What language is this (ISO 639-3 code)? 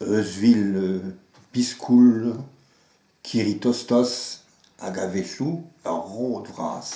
bre